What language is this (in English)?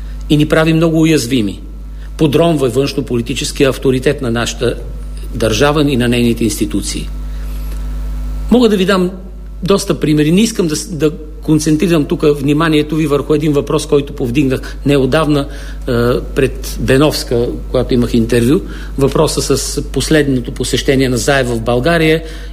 Bulgarian